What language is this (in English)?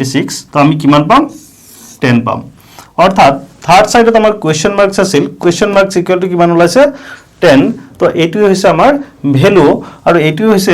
Assamese